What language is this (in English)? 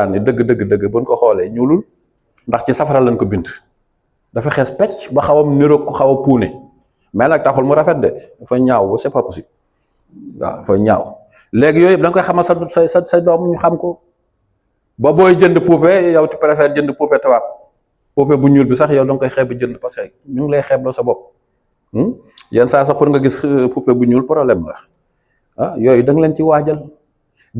Wolof